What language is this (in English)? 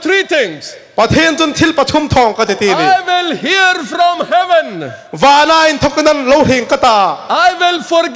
Hmar